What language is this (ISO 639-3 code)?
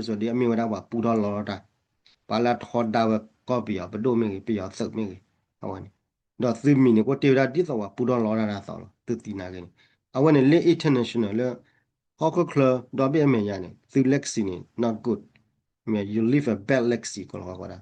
ksw